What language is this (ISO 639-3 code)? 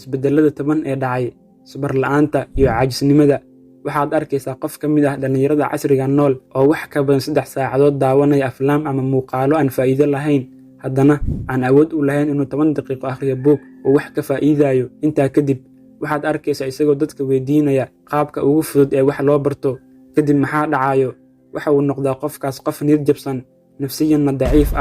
som